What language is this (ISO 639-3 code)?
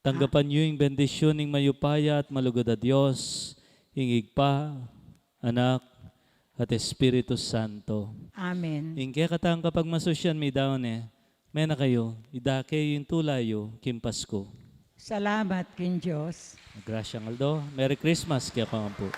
pam